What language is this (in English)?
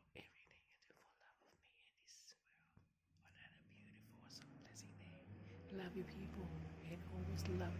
Tongan